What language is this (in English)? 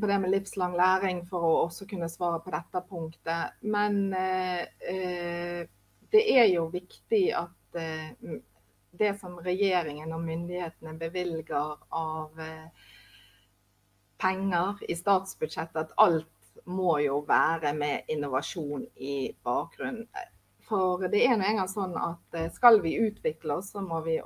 Norwegian